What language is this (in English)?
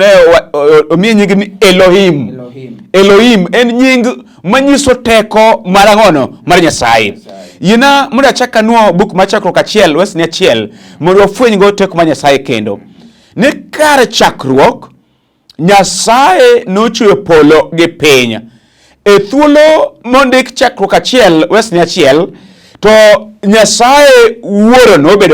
Luo (Kenya and Tanzania)